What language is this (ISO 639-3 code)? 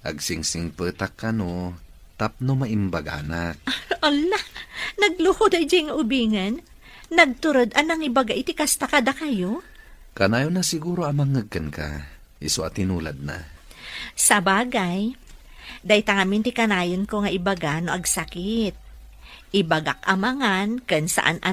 ilo